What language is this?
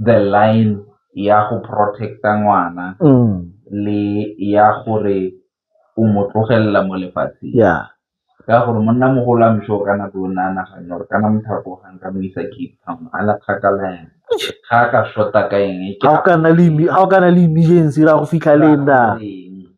Tswana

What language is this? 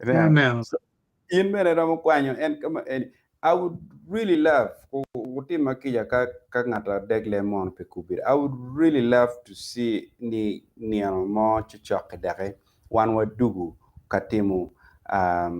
Acoli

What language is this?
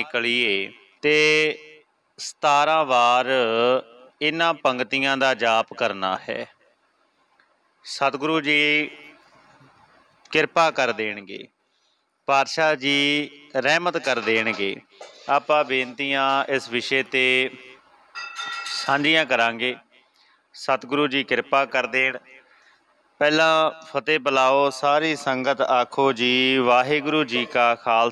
Punjabi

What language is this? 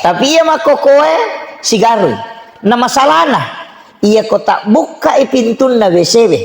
Buginese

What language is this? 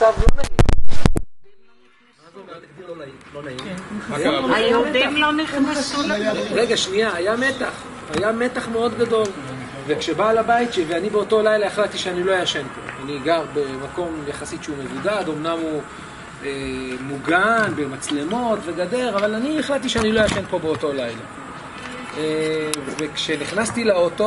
Hebrew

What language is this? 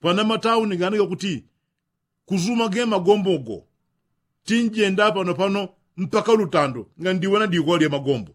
Yao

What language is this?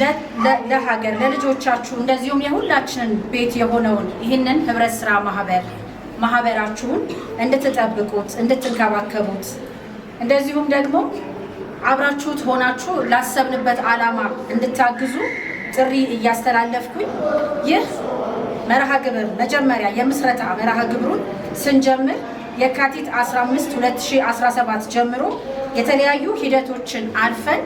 Amharic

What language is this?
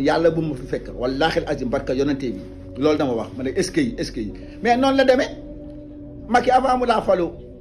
Wolof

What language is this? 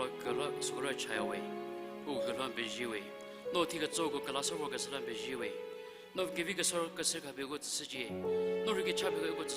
Angami Naga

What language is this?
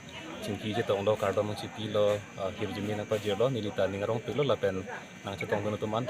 Karbi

